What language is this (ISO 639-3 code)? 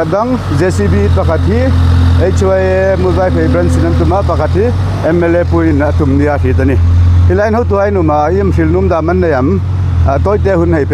hmr